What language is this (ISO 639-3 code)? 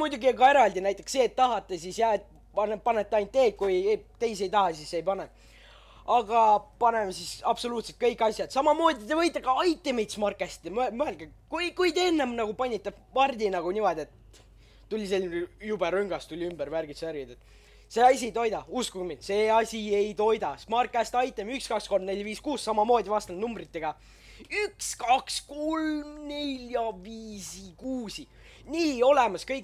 est